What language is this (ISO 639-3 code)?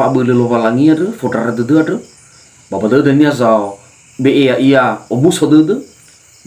nia